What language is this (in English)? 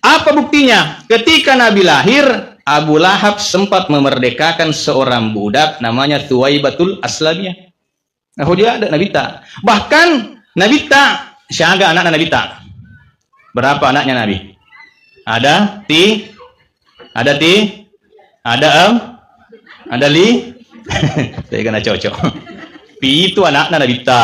Buginese